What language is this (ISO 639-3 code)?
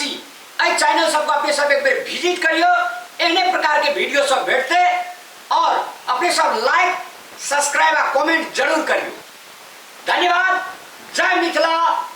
mai